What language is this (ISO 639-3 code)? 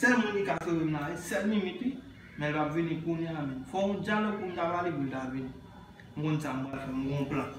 hat